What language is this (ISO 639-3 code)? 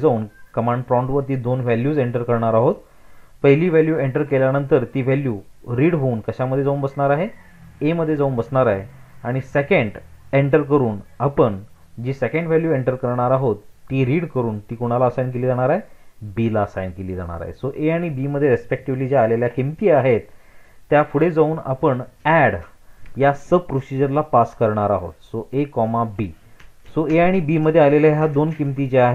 mar